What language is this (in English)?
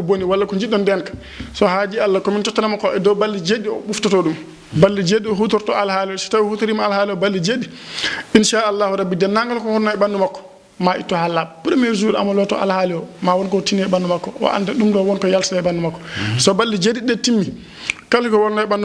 Fula